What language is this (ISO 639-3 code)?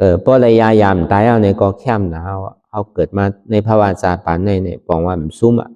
shn